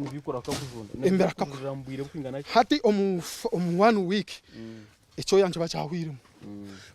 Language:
Nyankole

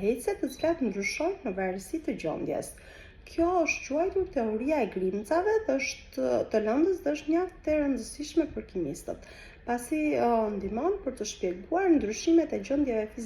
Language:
Albanian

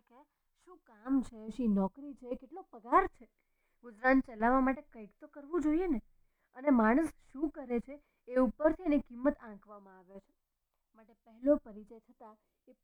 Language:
Gujarati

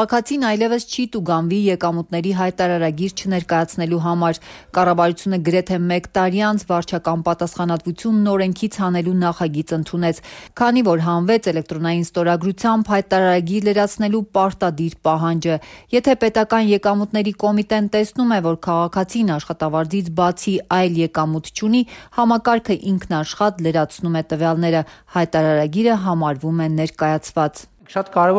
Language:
Armenian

